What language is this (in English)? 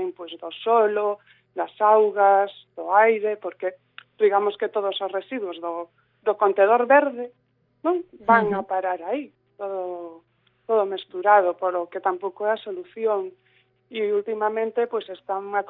Galician